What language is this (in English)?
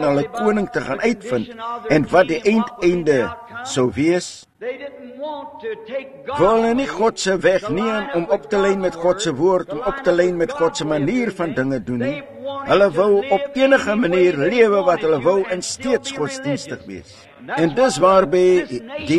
Afrikaans